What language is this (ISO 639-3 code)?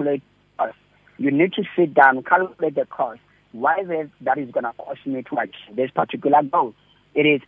eng